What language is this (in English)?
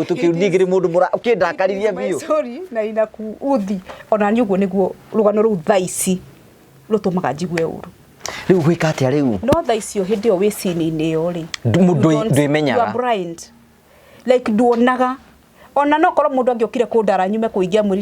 Kikuyu